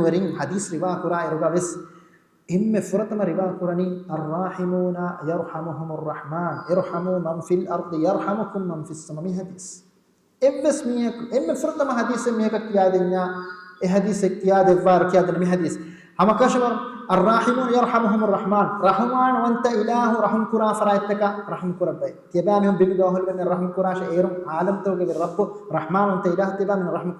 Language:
Divehi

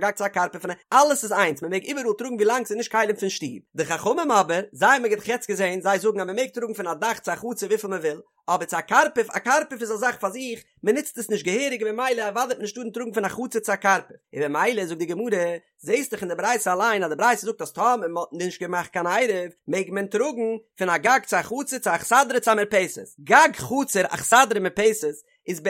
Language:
Yiddish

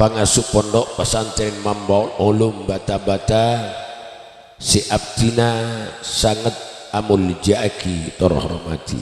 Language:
Madurese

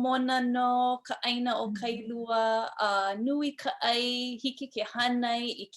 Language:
Hawaiian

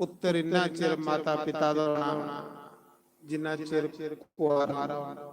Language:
Dogri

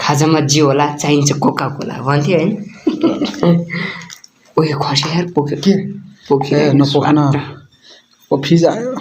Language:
Nepali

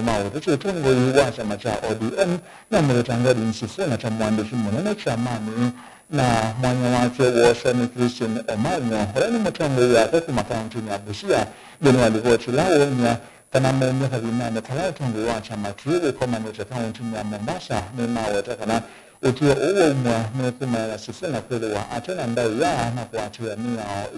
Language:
Kamba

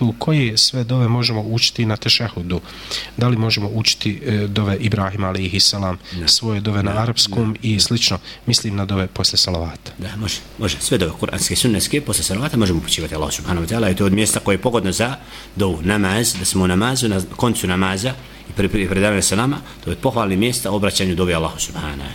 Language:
Bosnian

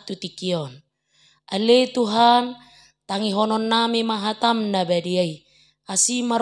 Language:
Batak Toba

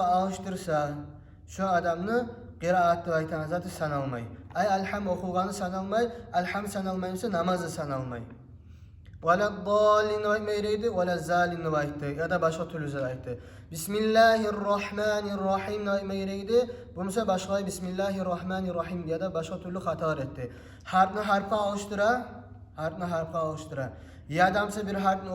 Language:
Kumyk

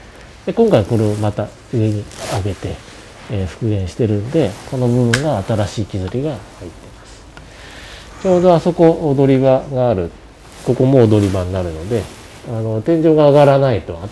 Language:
Japanese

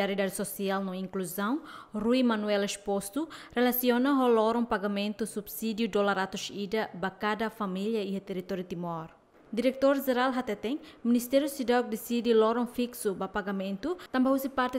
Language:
Tetum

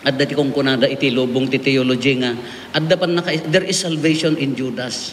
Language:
Iloko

